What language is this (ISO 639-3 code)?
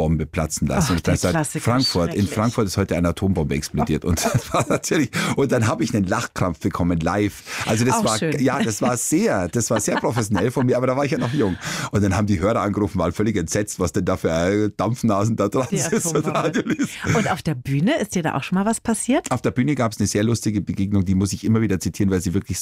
deu